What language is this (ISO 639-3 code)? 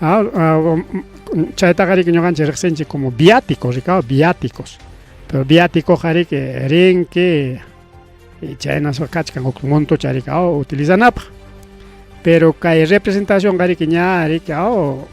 quy